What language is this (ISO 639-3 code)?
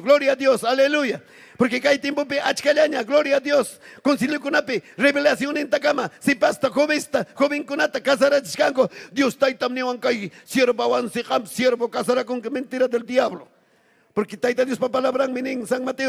quy